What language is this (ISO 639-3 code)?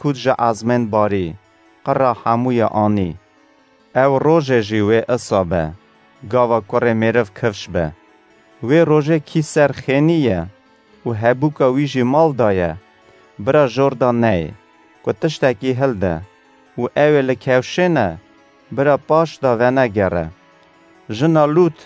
kur